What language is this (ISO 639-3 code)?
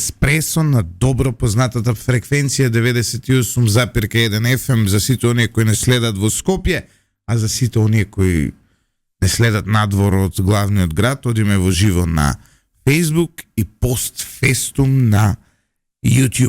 mkd